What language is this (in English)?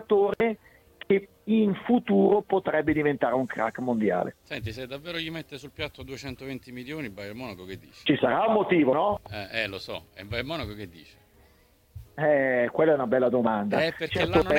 Italian